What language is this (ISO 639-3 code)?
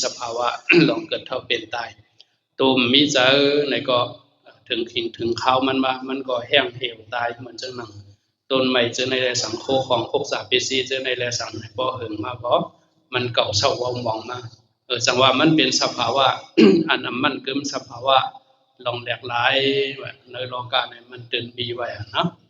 shn